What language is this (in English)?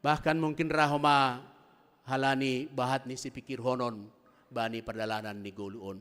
Batak Simalungun